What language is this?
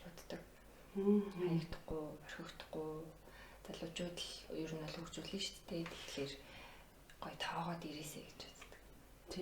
Mongolian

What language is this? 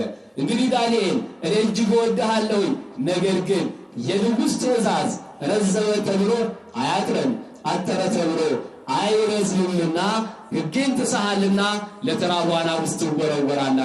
Amharic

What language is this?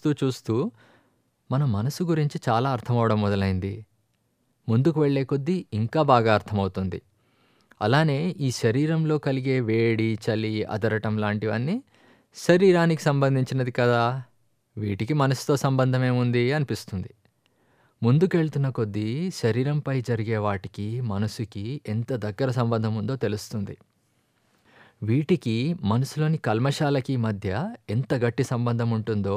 Telugu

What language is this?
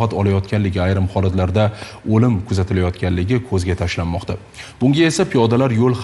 Uzbek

